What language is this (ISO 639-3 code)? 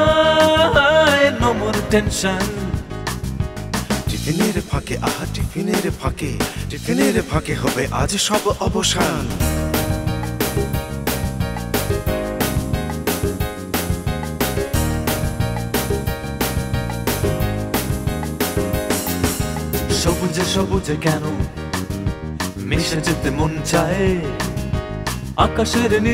ben